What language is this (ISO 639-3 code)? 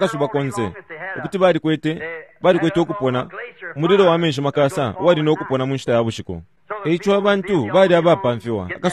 bem